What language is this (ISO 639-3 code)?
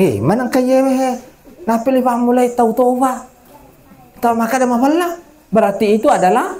bug